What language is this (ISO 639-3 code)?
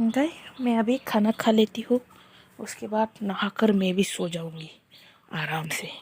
trp